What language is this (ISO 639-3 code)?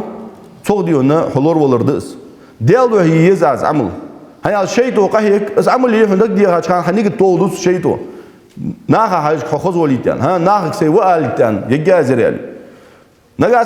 inh